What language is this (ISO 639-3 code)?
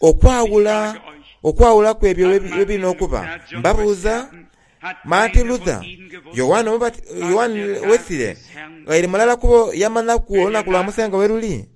xog